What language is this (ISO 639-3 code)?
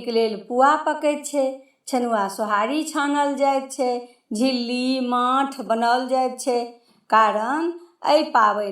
mai